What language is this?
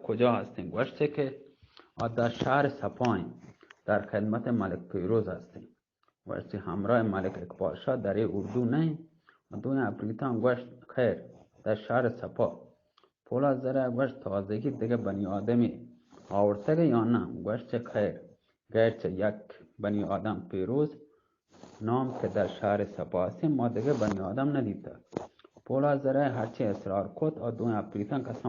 Eastern Balochi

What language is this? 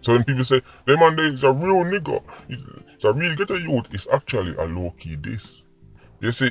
Jamaican Creole English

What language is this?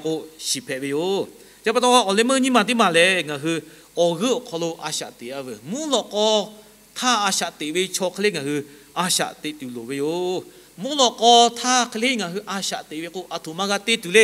Lahu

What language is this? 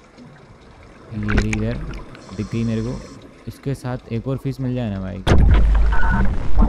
Hindi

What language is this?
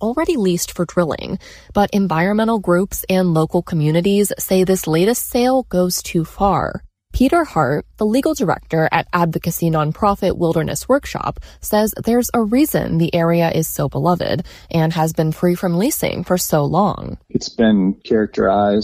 English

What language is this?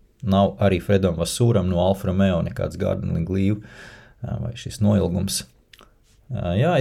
Latvian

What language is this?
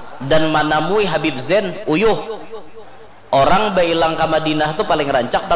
Banjar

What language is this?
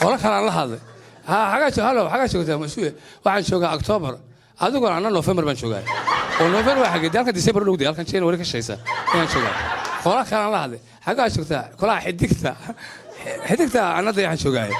Somali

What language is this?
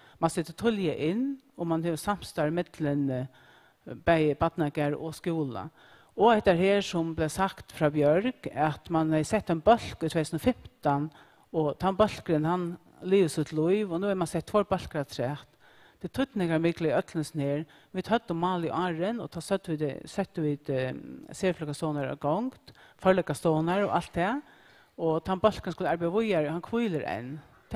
Faroese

